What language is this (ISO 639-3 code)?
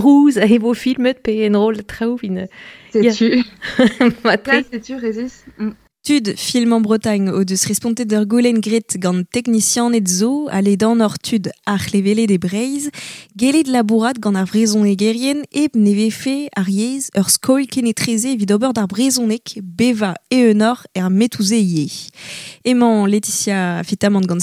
bre